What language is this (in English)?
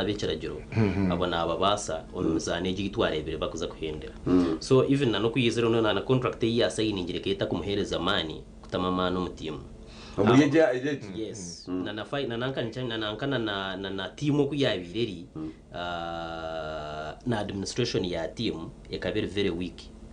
Nyankole